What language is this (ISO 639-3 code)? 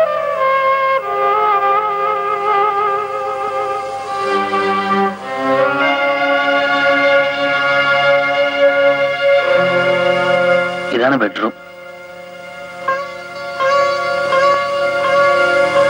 mal